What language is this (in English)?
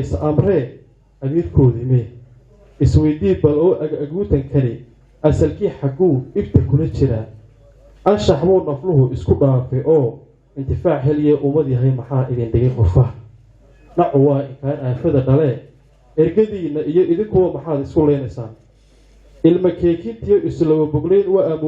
Somali